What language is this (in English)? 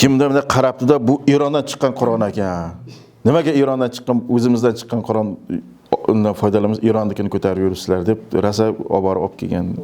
Uzbek